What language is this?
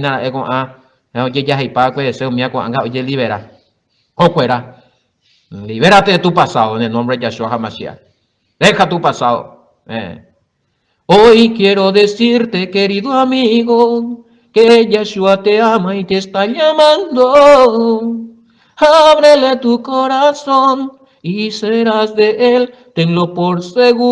Guarani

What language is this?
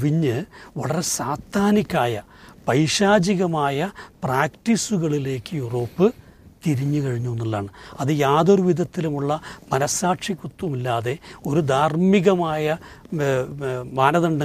Malayalam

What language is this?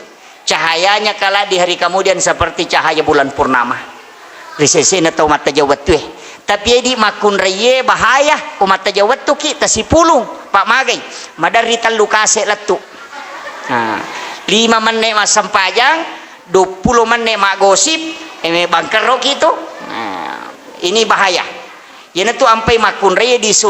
Buginese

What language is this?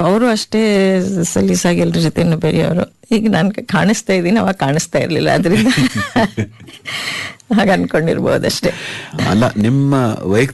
Kannada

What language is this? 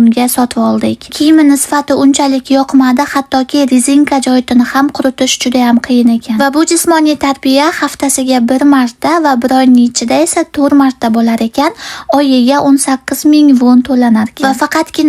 Uzbek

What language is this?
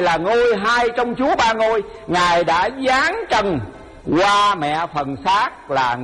Vietnamese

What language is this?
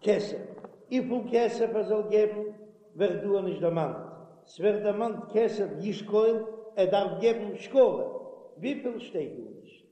Yiddish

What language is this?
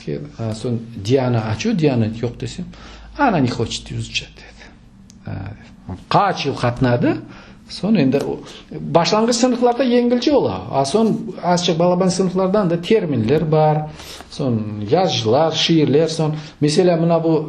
Crimean Tatar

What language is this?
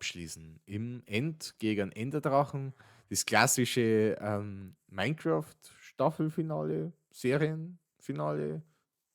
Bavarian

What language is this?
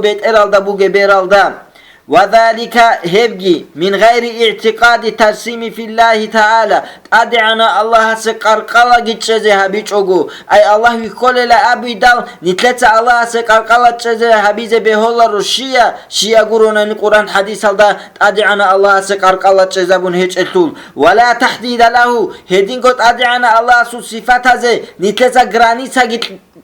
Avaric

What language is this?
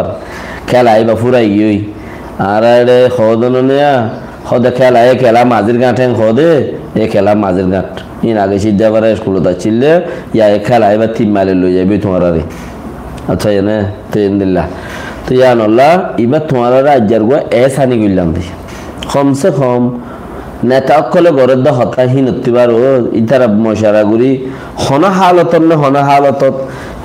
Rohingya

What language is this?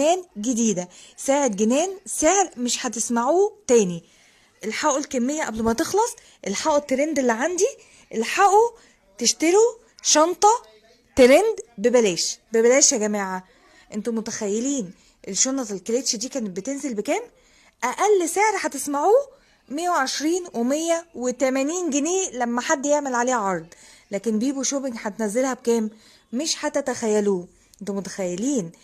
Egyptian Arabic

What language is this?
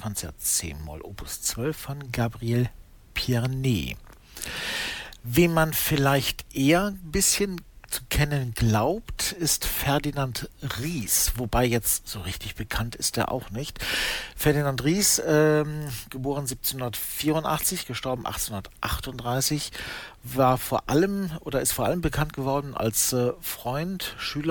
German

